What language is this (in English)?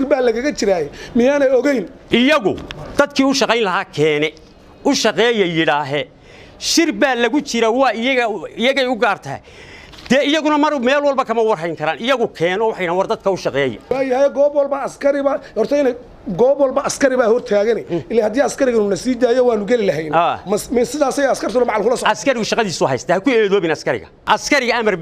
Somali